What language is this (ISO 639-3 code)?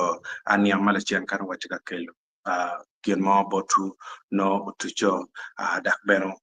ach